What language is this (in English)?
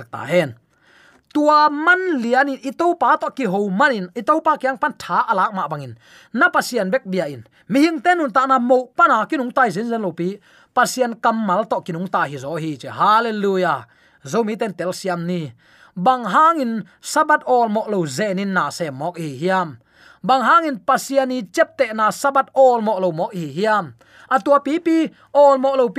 Tedim Chin